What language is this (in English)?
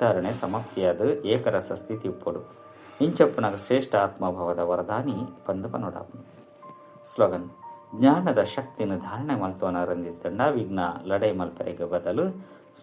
Tulu